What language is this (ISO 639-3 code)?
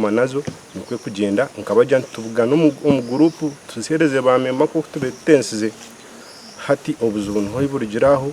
nyn